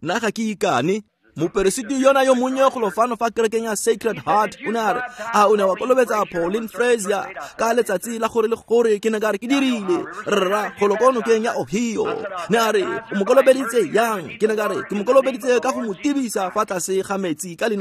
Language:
Tswana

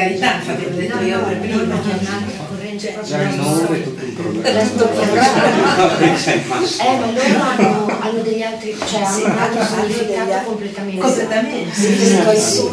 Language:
Italian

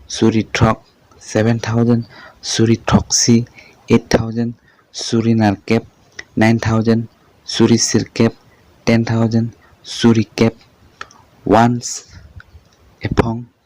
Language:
Karbi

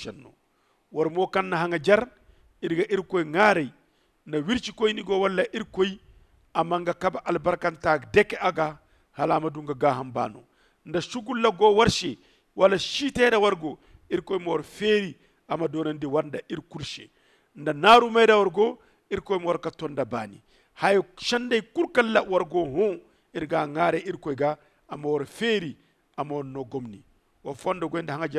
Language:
Zarma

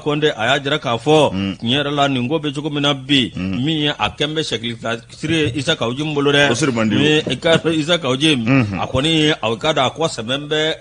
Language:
Bambara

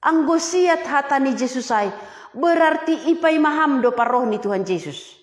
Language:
Batak Simalungun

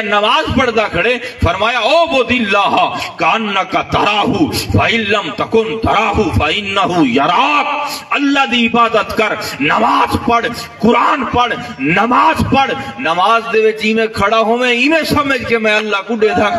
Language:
Saraiki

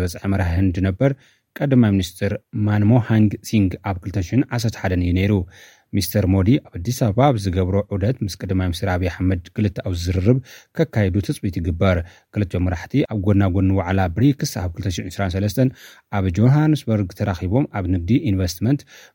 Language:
Tigrinya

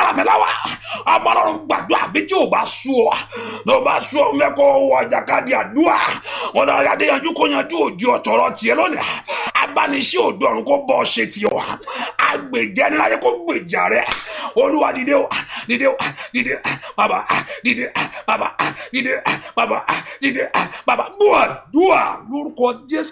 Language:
Yoruba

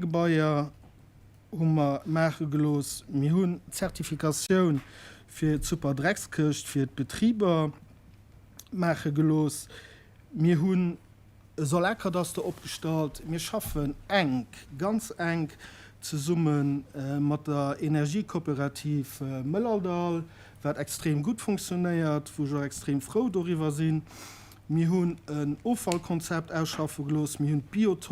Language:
Luxembourgish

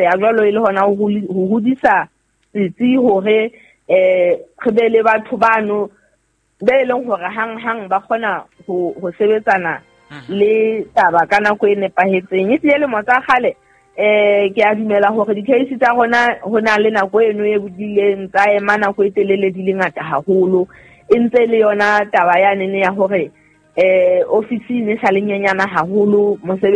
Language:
Southern Sotho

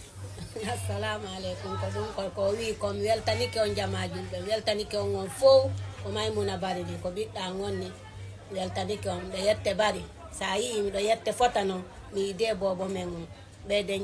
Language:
Fula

